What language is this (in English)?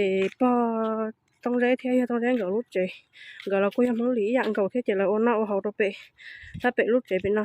Hmong